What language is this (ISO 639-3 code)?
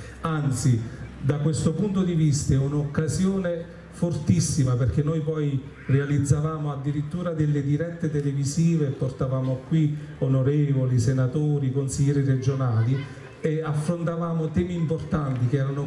ita